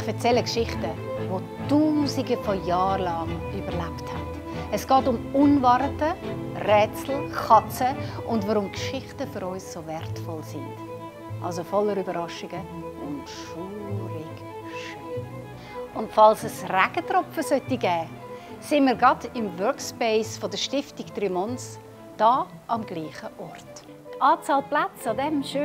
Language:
Swiss German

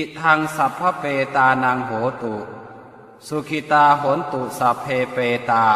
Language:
Pali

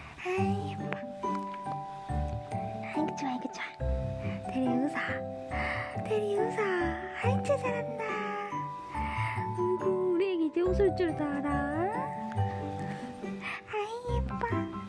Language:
Korean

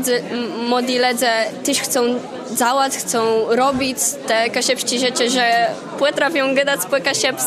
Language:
Kashubian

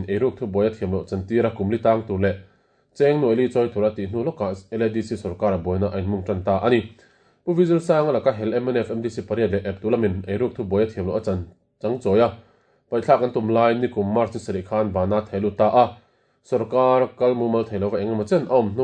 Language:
Mizo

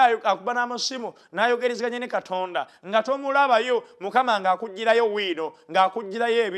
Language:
Ganda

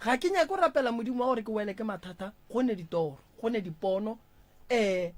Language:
Northern Sotho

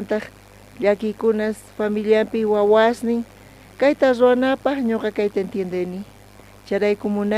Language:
South Bolivian Quechua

